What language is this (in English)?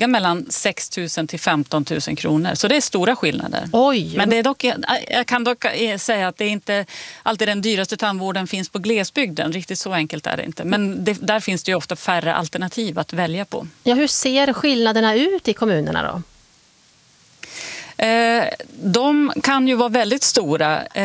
Swedish